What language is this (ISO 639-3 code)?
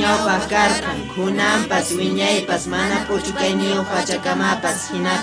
que